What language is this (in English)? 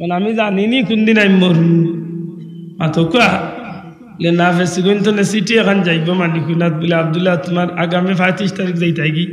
Sylheti